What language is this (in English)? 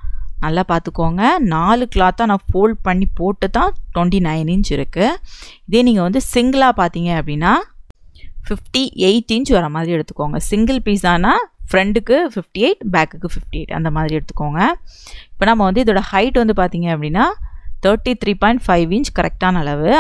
Tamil